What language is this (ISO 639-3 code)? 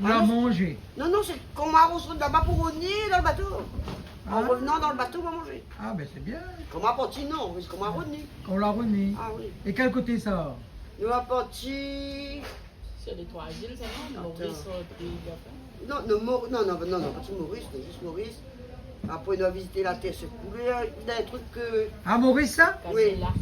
rcf